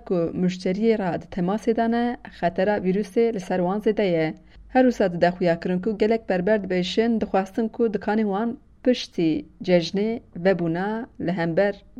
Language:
Kurdish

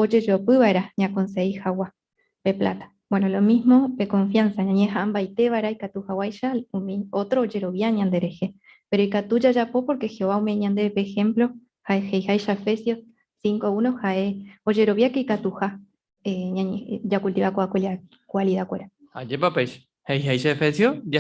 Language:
Guarani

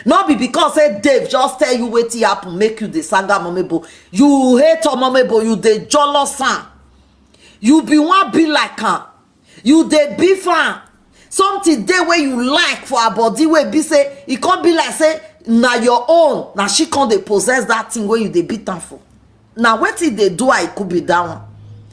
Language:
Nigerian Pidgin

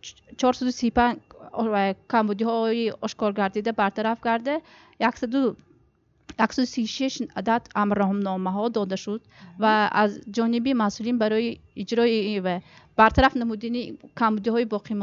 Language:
Tajik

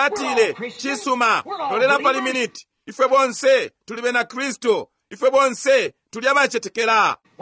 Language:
Bemba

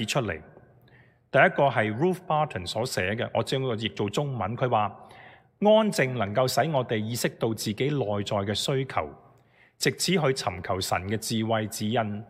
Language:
Cantonese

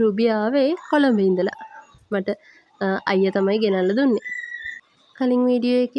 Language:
Sinhala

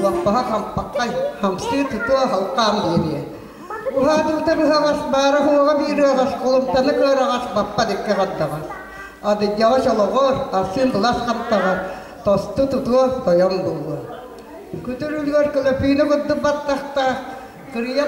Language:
Yakut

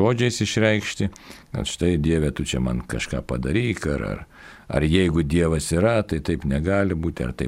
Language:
Lithuanian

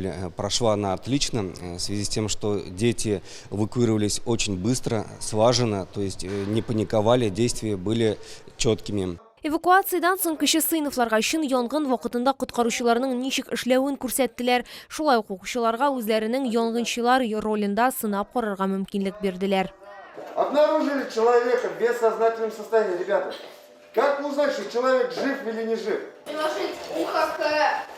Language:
Tatar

